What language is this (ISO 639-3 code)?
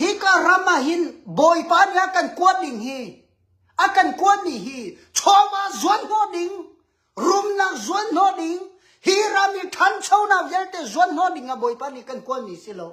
cnh